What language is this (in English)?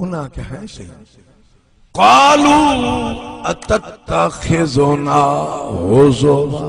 Saraiki